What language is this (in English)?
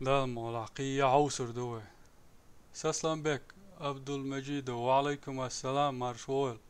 Chechen